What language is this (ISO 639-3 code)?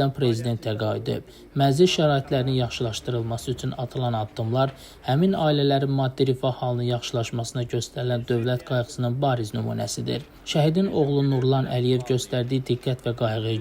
aze